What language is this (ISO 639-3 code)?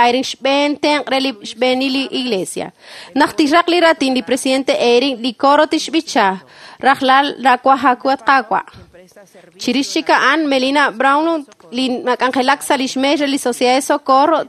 kek